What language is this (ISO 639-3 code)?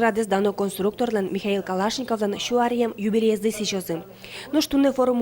udm